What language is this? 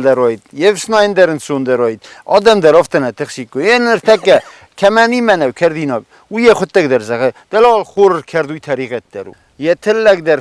Ossetic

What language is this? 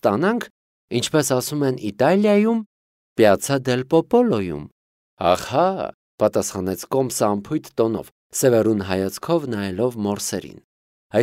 Armenian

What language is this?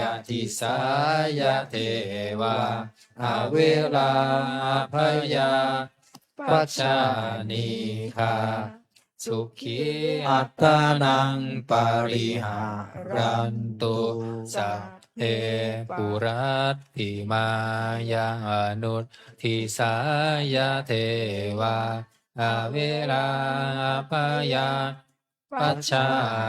Pali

